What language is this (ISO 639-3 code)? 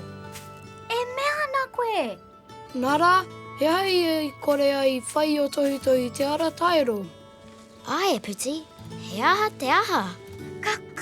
mri